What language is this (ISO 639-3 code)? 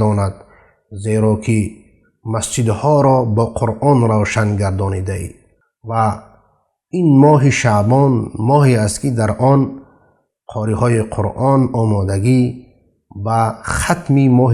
fas